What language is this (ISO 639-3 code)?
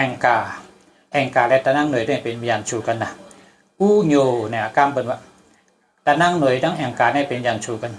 shn